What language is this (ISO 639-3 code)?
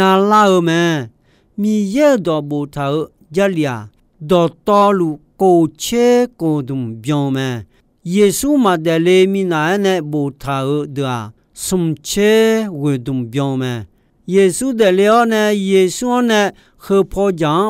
ahk